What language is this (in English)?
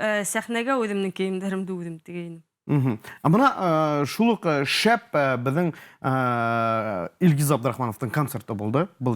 Bashkir